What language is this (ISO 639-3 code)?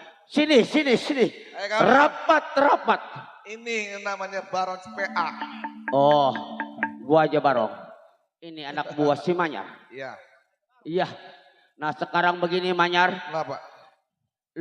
bew